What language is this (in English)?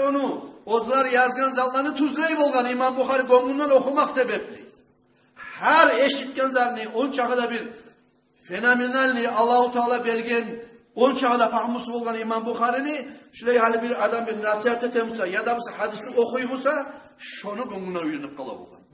Kumyk